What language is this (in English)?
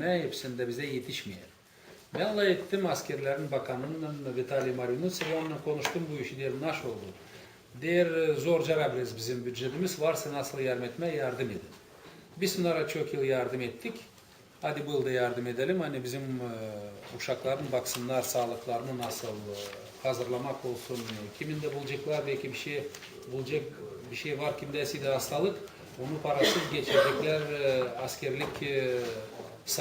Gagauz